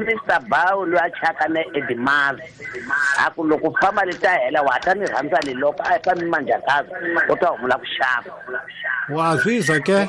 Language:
Tsonga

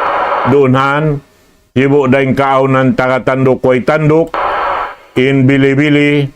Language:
Tausug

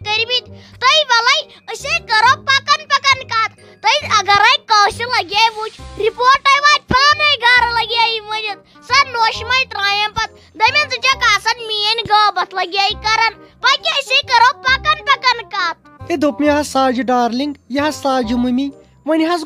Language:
Kashmiri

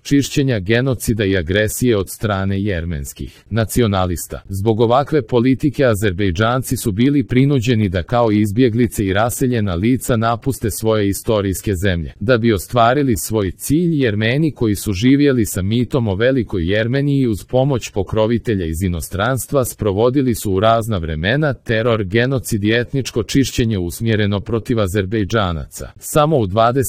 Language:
Serbian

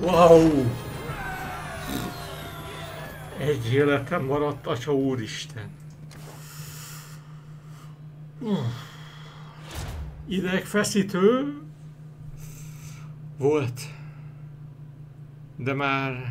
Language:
Hungarian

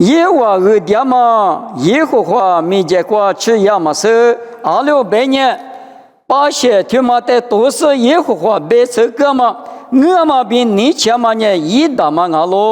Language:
Lisu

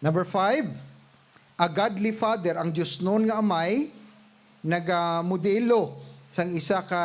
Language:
Hiligaynon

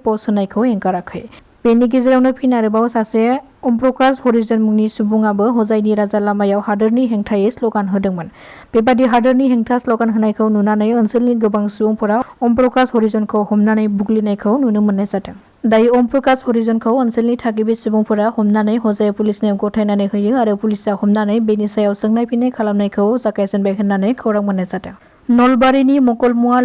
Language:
Bodo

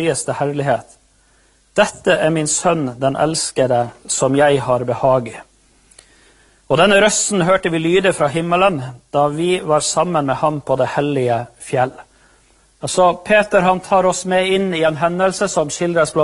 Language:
Norwegian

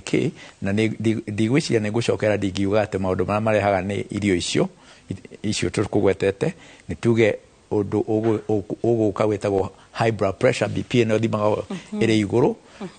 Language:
Kikuyu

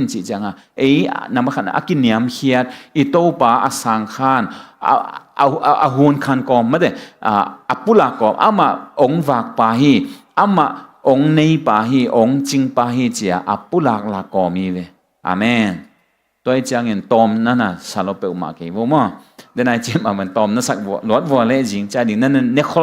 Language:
Tedim Chin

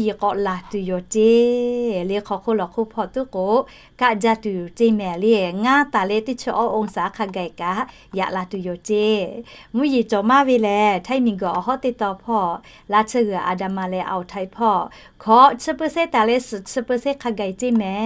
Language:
Lahu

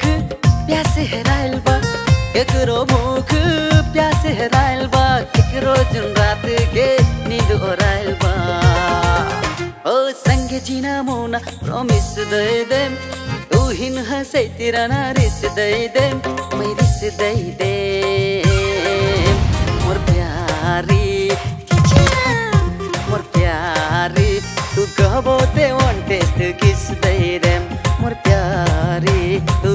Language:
Bhojpuri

